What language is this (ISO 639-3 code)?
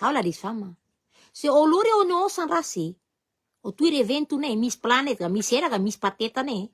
tet